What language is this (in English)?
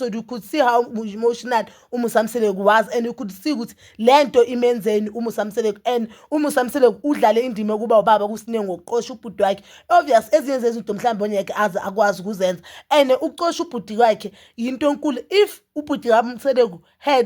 Zulu